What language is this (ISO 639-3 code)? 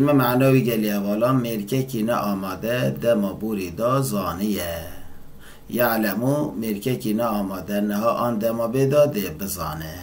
kur